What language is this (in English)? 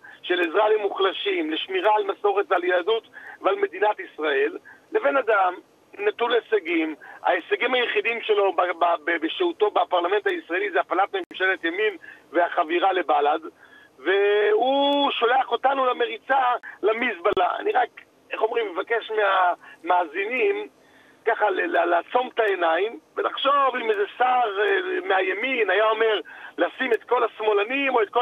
Hebrew